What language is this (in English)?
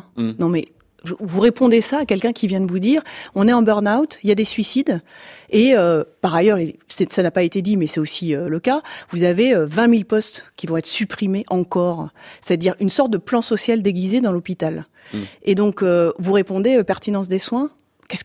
French